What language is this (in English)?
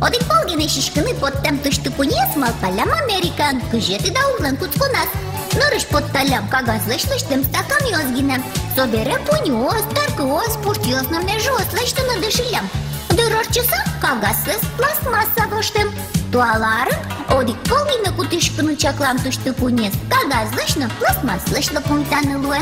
Udmurt